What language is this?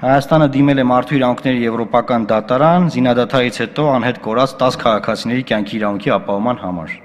Armenian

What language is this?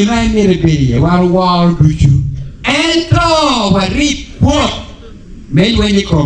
Acoli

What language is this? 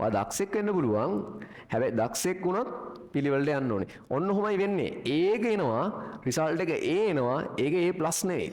Sinhala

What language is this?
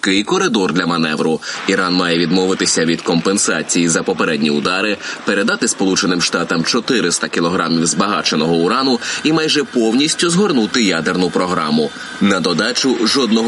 Ukrainian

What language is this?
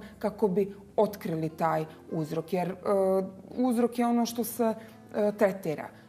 Bosnian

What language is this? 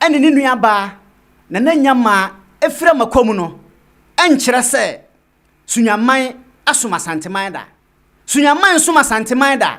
Akan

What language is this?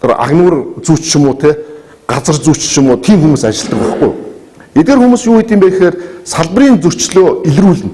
Mongolian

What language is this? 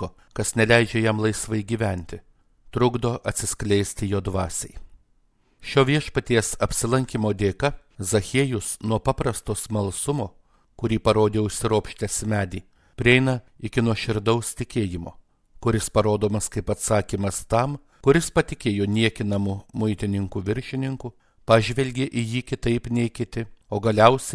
Lithuanian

